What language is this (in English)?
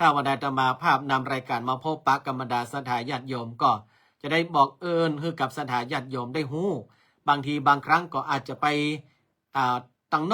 Northern Thai